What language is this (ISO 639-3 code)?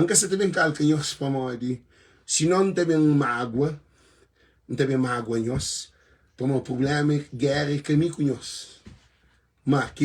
kea